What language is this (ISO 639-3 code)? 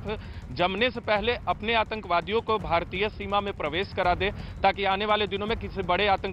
hin